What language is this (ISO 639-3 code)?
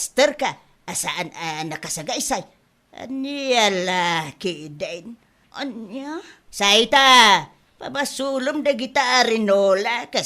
ilo